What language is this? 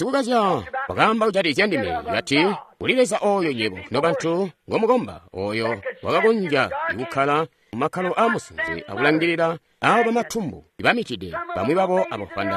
Tonga (Zambia)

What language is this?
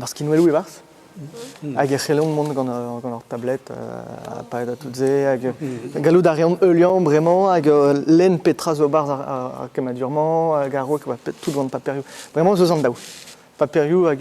Breton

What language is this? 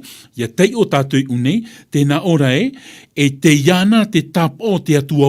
Tahitian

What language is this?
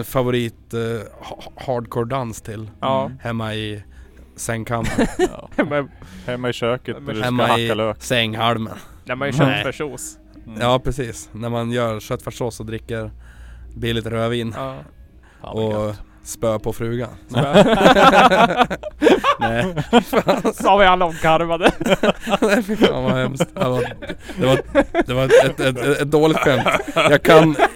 Swedish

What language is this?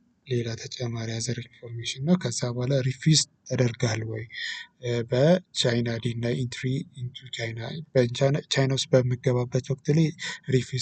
Amharic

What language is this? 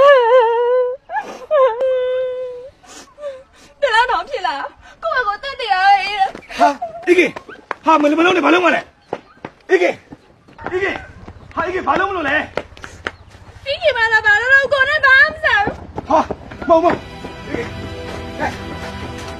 Burmese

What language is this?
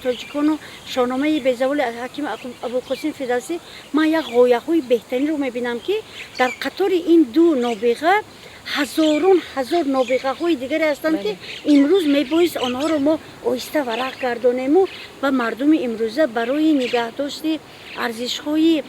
Tajik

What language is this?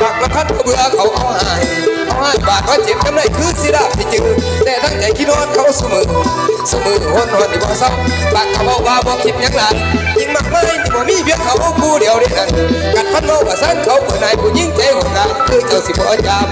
Northeastern Thai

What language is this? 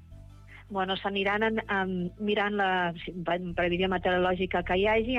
Catalan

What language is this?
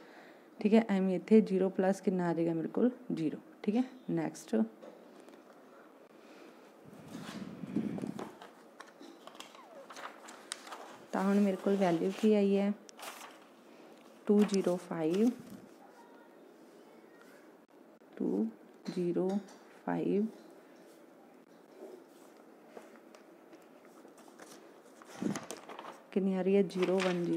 Punjabi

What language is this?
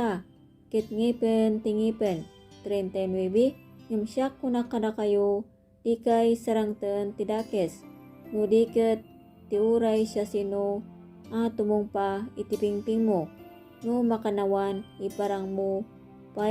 Iloko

